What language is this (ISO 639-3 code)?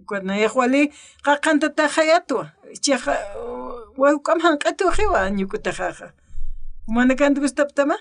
aym